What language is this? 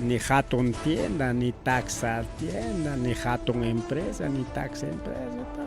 Ayacucho Quechua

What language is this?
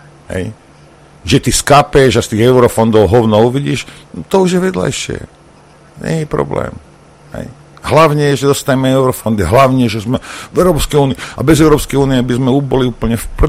Slovak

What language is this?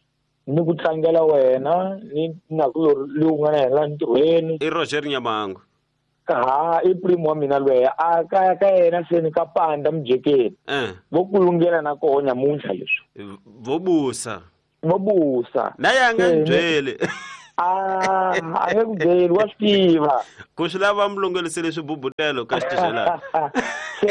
Tsonga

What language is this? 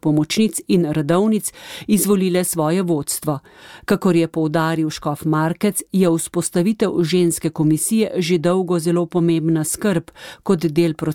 Slovenian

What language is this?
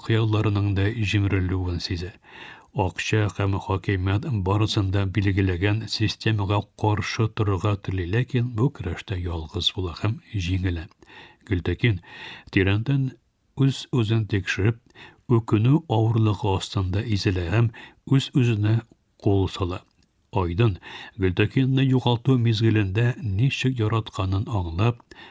Tatar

